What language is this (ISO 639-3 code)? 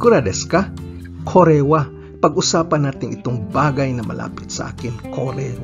fil